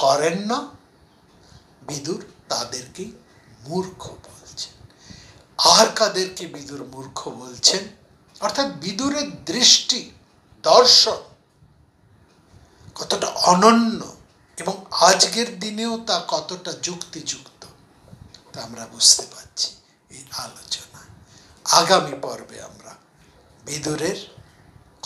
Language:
Bangla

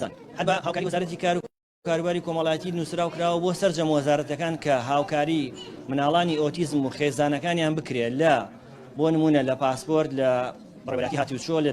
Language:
Central Kurdish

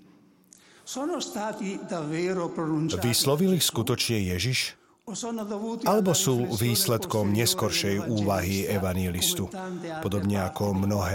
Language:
Slovak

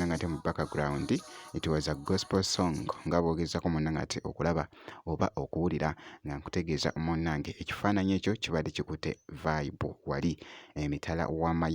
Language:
Ganda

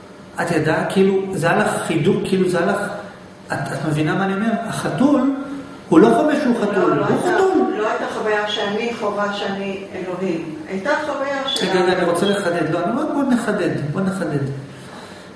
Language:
Hebrew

